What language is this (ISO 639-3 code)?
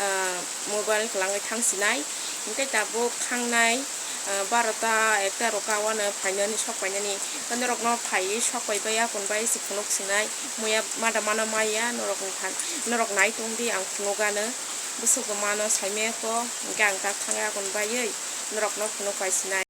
trp